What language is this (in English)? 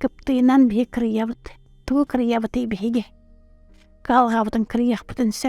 Yakut